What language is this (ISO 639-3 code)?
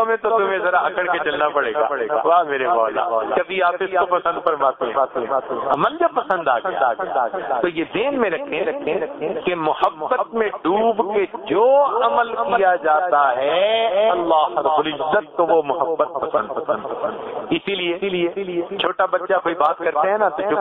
urd